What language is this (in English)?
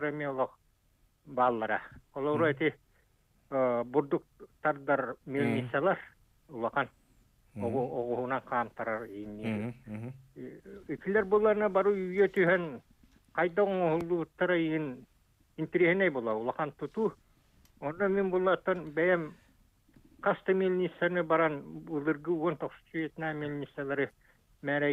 Yakut